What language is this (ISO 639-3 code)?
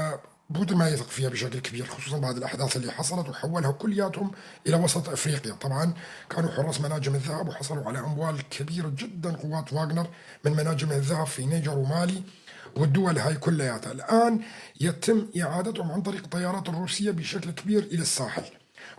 apc